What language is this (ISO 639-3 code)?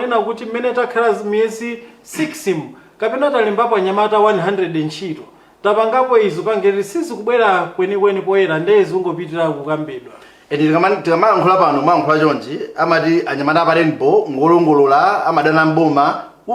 nya